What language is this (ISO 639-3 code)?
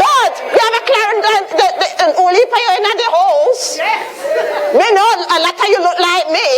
jam